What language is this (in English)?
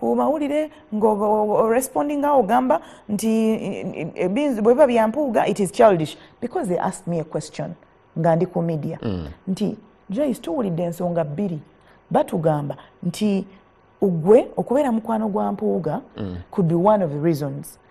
Ganda